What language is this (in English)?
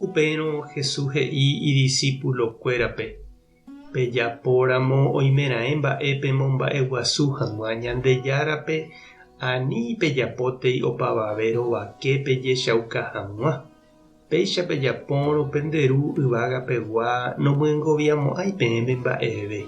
Guarani